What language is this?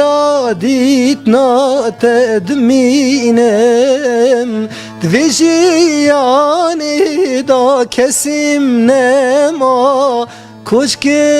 Kurdish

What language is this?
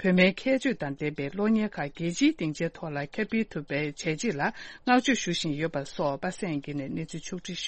Tibetan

